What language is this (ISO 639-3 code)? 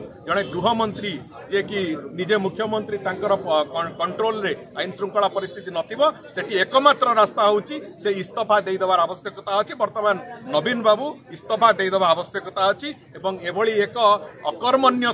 ori